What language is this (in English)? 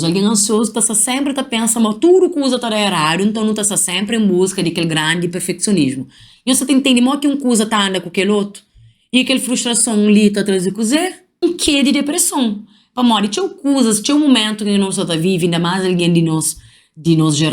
Kabuverdianu